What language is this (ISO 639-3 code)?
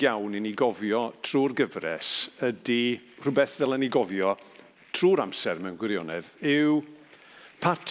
cym